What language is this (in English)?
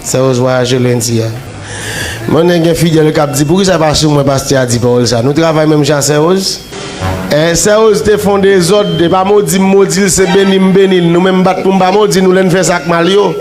Haitian Creole